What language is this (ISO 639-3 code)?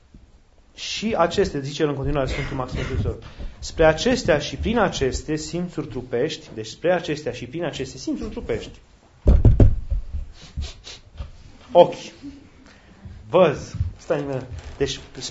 ron